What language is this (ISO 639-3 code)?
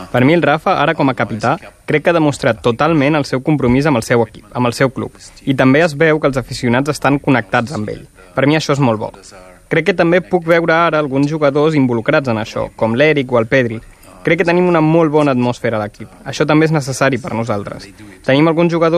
cat